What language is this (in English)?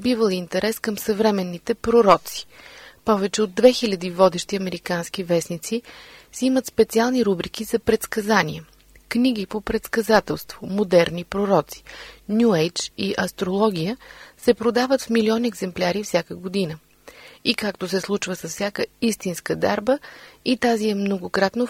Bulgarian